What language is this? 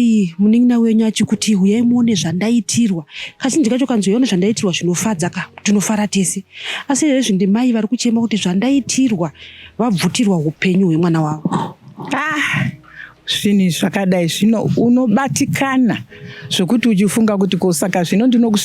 Shona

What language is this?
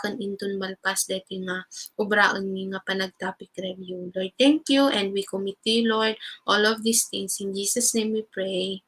Iloko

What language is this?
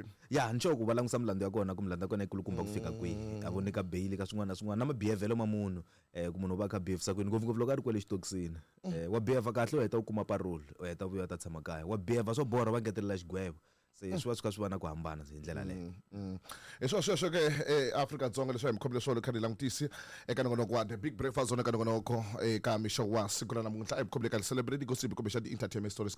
Tsonga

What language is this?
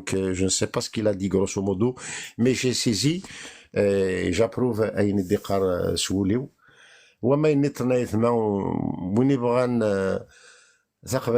Kabyle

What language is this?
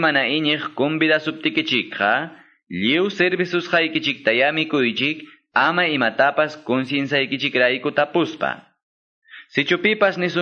Quechua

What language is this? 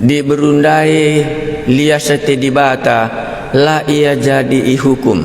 Batak Karo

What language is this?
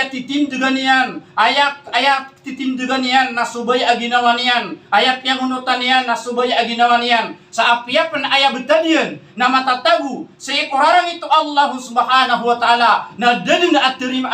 Maranao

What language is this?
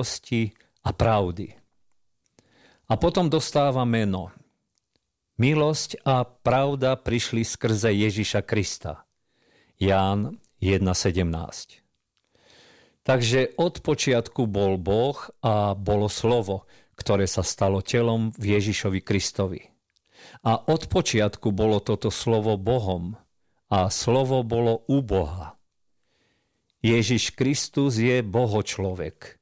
Slovak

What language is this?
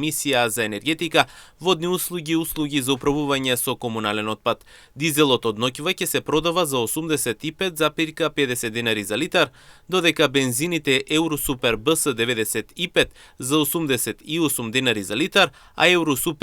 Macedonian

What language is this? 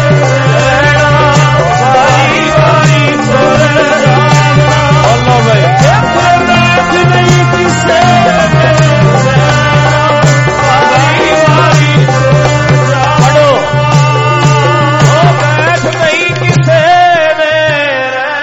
Punjabi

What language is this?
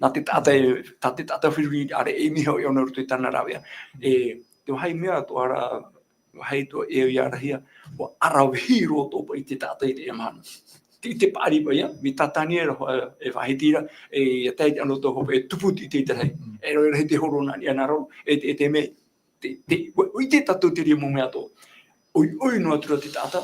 Tahitian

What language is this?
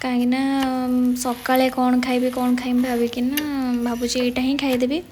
Odia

